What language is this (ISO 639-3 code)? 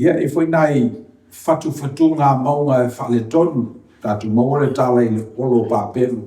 smo